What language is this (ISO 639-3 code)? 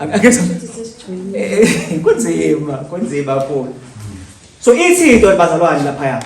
zul